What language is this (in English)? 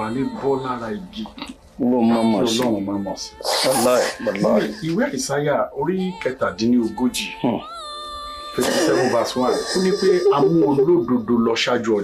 Yoruba